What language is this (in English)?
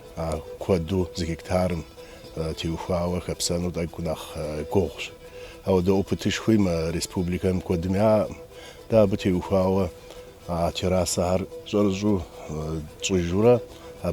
Kabardian